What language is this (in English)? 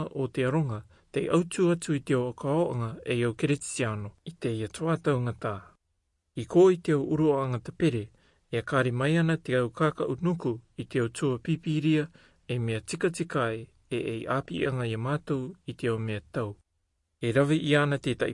Rarotongan